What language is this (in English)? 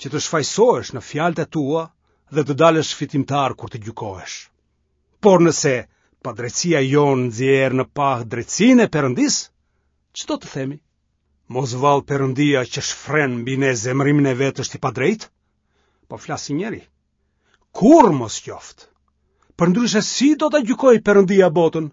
Albanian